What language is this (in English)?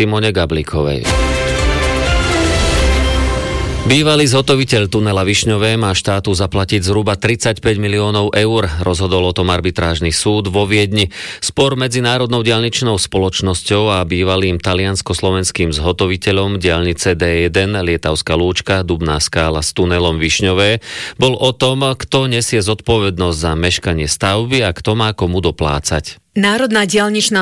Slovak